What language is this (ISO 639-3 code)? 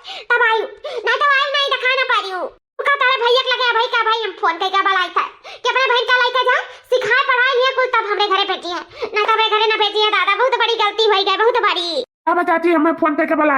awa